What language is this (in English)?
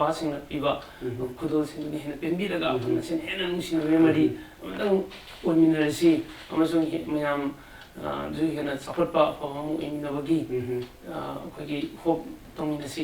Manipuri